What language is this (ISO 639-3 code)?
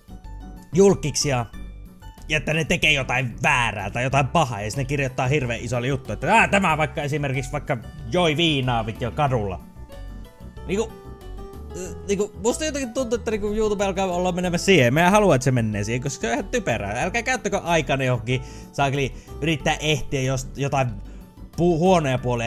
fin